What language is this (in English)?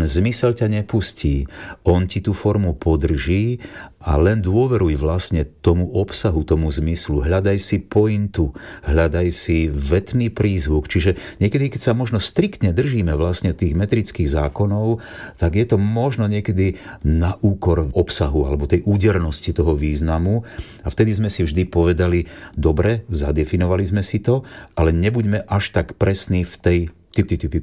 Slovak